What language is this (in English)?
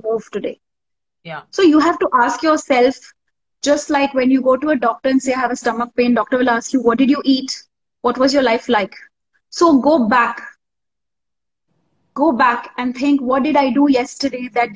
English